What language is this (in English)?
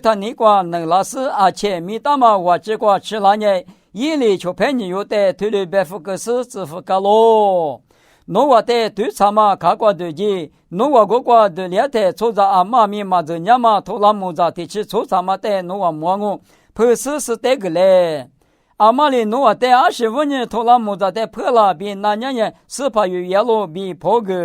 Lisu